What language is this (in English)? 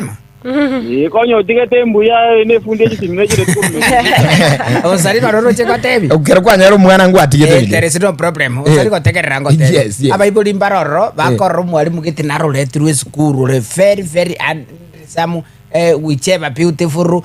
Gusii